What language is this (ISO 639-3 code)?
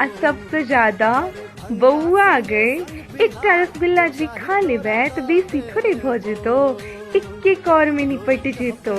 mai